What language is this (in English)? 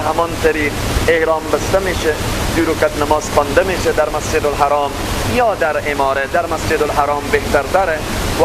Persian